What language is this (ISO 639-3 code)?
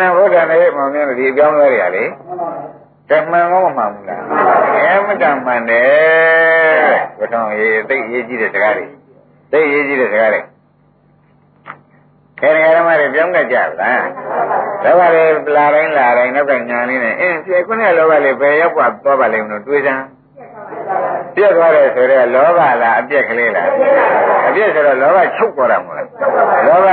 mya